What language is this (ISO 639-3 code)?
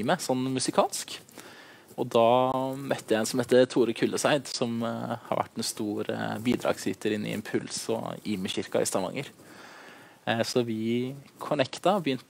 nor